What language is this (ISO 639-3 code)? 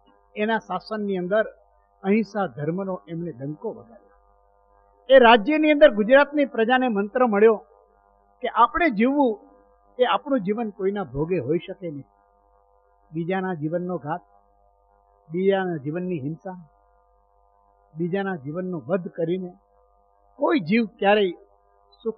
guj